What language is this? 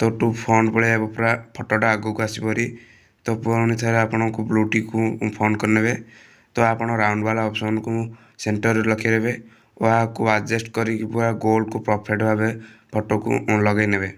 Odia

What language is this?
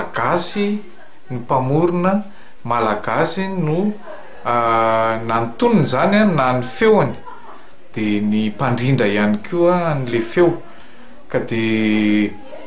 Malagasy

